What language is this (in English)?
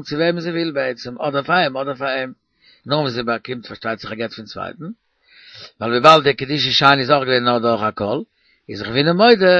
Yiddish